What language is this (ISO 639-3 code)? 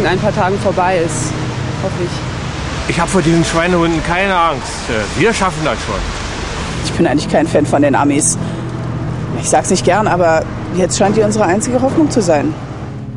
deu